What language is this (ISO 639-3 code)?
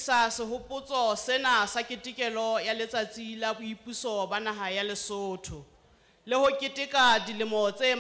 sot